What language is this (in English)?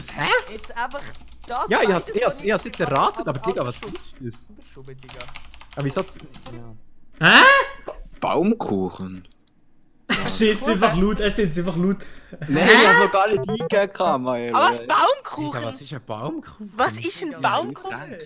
Swiss German